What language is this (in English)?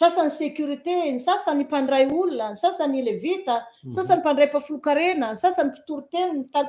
Malagasy